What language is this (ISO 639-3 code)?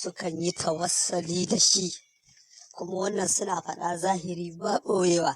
hau